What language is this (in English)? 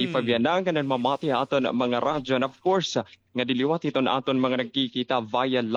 Waray